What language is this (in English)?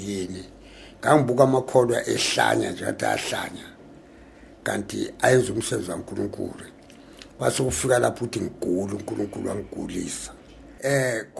Zulu